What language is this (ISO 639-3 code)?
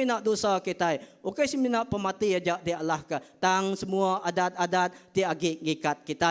iba